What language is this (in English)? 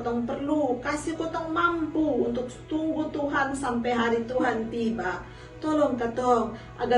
Kupang Malay